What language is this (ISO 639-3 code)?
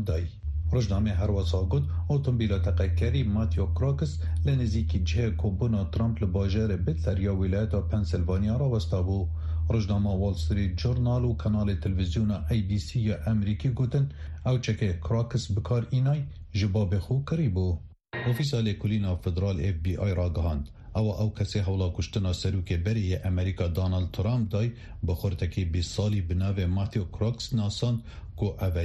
kur